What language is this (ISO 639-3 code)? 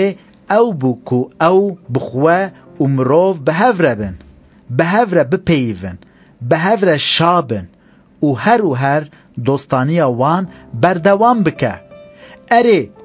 kur